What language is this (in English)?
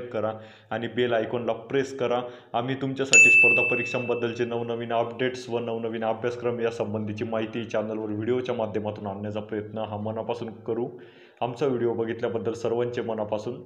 Marathi